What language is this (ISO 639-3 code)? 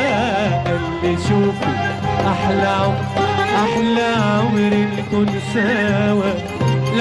arz